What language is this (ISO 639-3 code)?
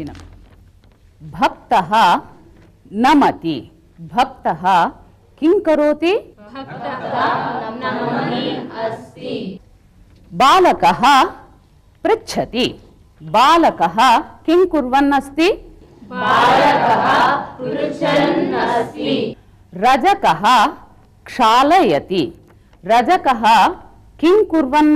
san